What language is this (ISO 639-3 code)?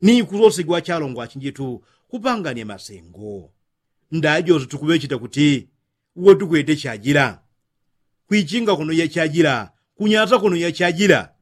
yao